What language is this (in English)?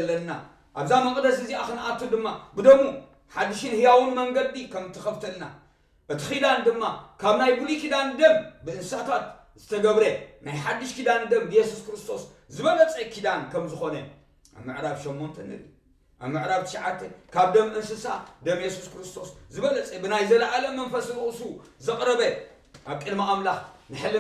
Tigrinya